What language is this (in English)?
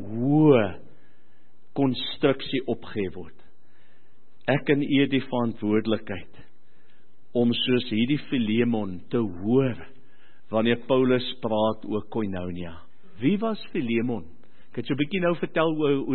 Afrikaans